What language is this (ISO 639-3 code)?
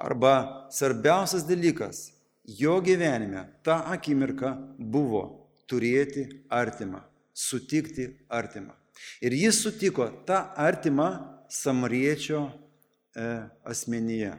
lit